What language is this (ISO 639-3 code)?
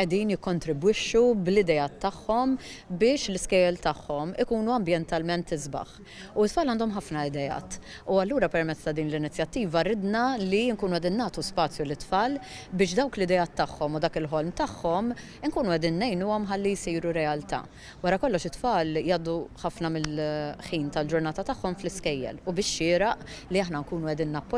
mlt